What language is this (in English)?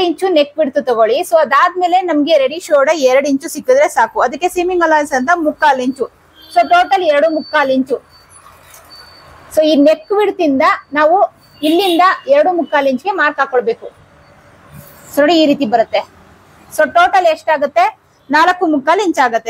Kannada